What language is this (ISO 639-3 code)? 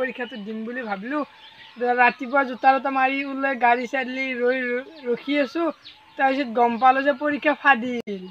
asm